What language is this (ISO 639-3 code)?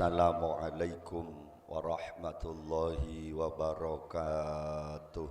mad